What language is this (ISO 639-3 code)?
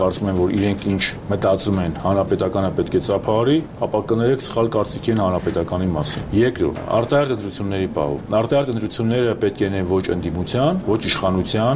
hye